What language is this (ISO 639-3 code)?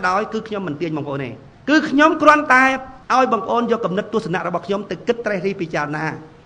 khm